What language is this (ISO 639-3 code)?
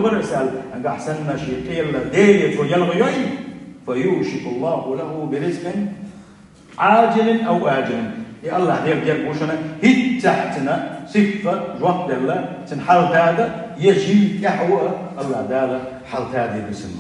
che